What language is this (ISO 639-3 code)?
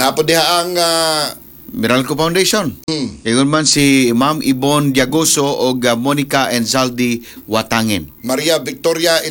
ceb